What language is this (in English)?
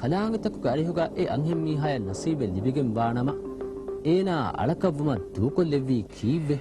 Divehi